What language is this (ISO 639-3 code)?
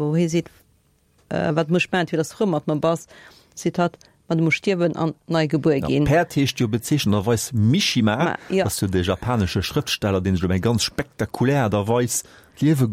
ltz